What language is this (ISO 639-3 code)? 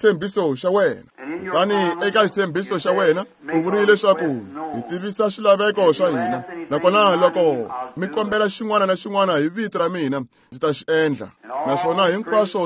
tso